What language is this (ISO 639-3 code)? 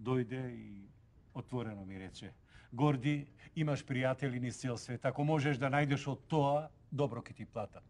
mkd